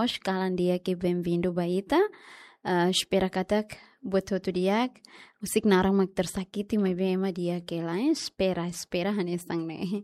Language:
Tetum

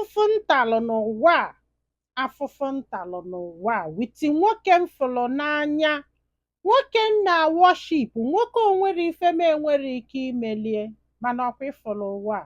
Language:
Igbo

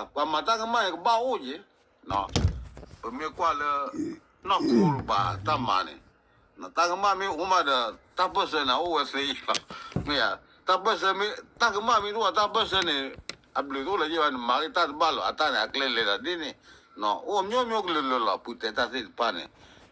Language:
S'gaw Karen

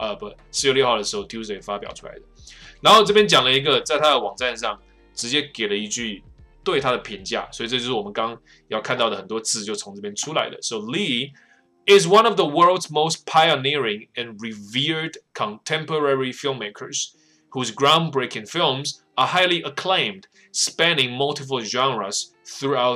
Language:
Chinese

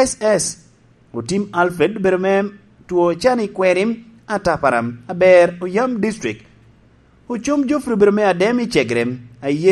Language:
Lango (Uganda)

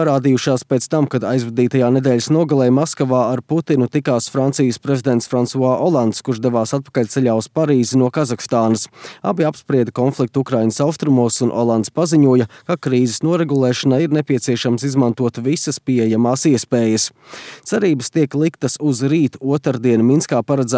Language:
Latvian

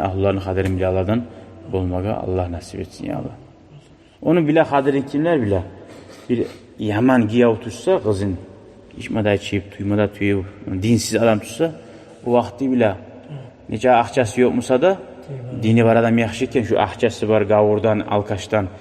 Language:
Kumyk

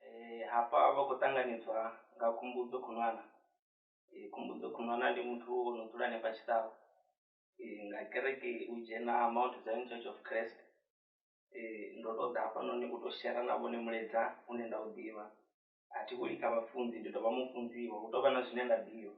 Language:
Venda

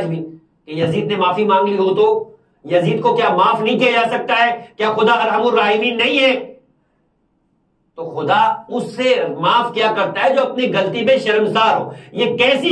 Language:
Urdu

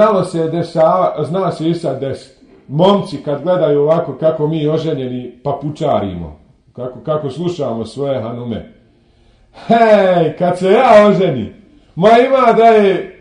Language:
Bosnian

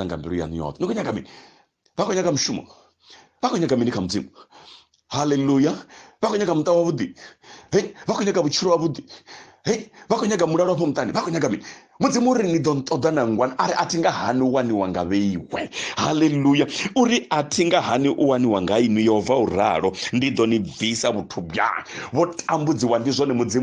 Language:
Venda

